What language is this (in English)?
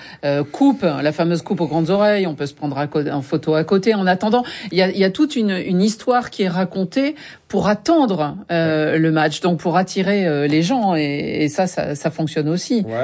French